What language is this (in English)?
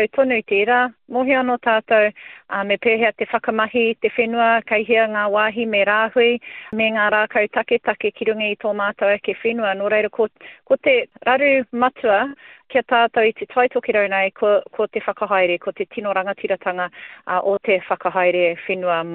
Māori